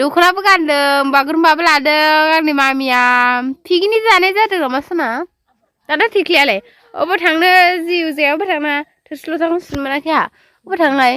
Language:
Bodo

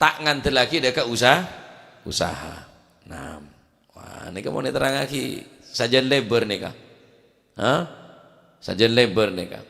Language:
Madurese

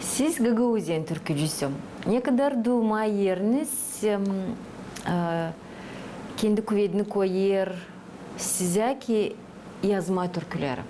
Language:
Gagauz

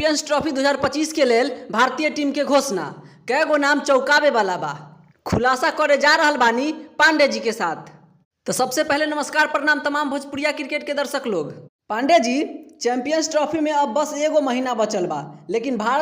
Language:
Bhojpuri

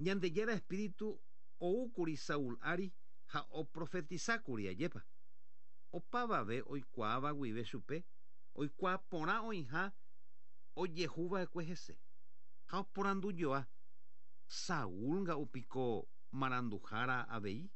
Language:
Guarani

